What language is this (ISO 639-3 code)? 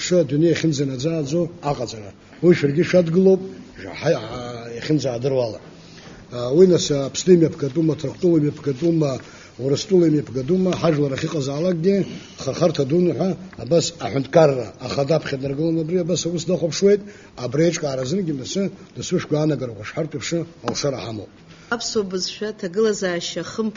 abk